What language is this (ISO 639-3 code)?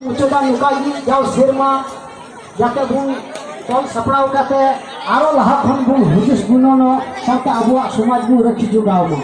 sat